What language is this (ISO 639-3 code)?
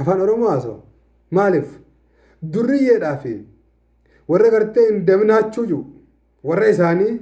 orm